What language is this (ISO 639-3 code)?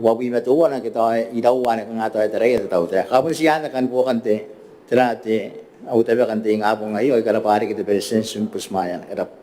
gil